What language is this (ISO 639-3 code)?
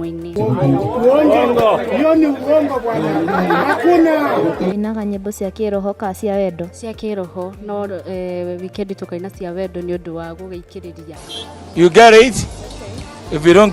kik